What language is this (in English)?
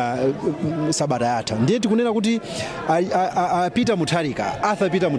Nyanja